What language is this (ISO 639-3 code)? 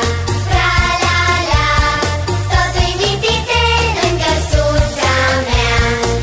ron